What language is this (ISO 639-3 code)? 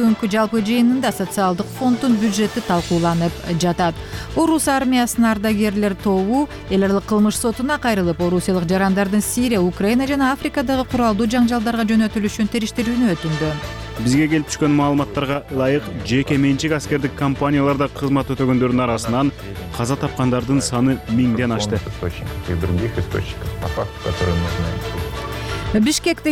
kir